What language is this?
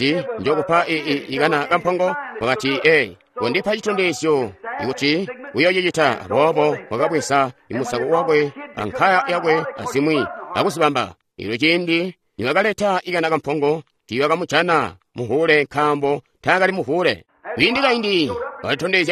Tonga (Zambia)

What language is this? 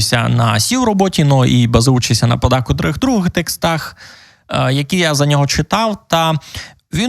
Rusyn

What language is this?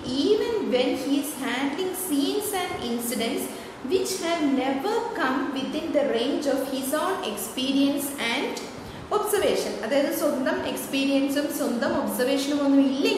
Malayalam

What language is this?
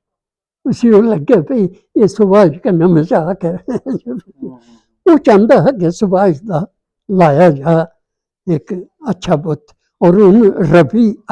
Dogri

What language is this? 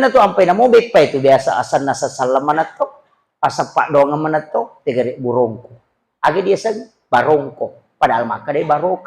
Buginese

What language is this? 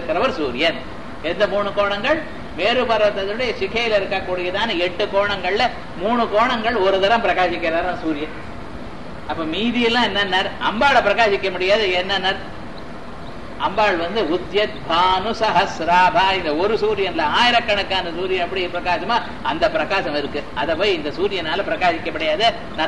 Tamil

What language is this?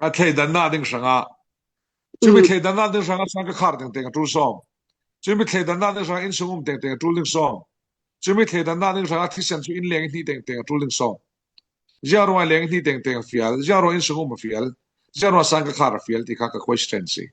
Falam Chin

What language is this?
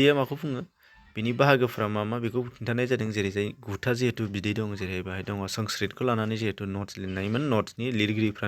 Bodo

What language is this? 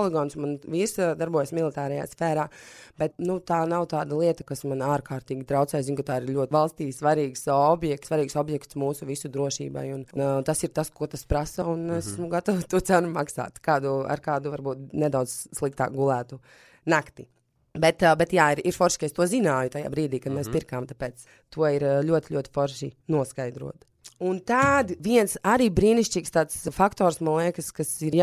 Latvian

